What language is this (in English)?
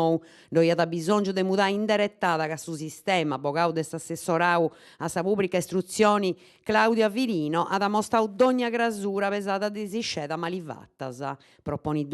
Sardinian